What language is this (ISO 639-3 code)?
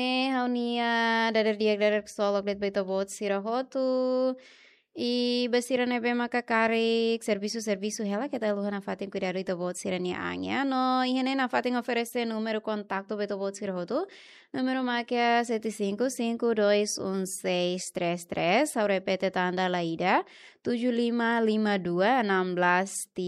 tet